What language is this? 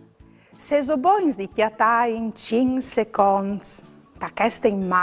Friulian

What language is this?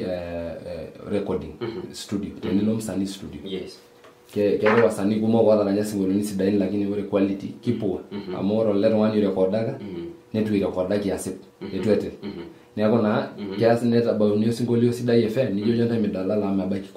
Masai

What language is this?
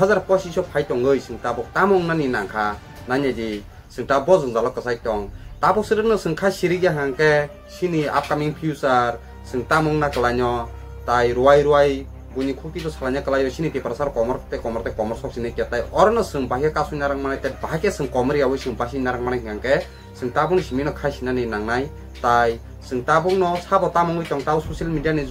Kok Borok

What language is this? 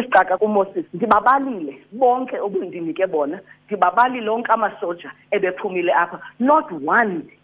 Xhosa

